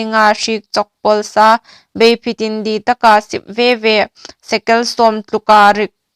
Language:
Hmar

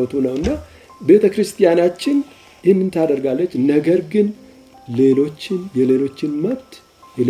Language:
Amharic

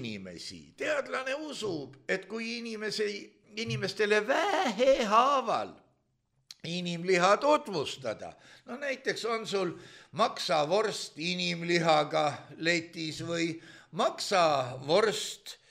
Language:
Estonian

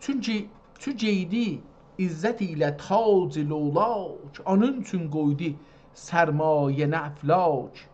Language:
South Azerbaijani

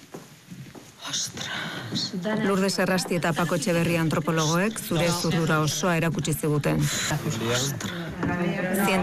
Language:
Basque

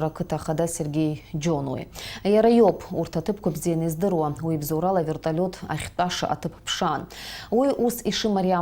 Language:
Abkhazian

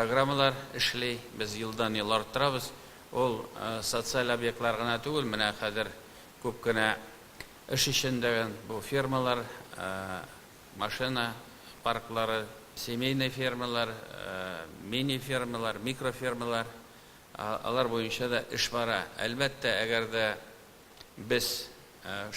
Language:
Tatar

